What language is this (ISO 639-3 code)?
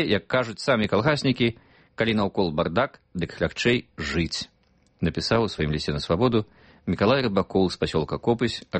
bel